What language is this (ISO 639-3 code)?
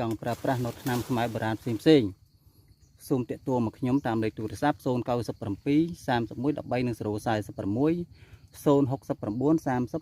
khm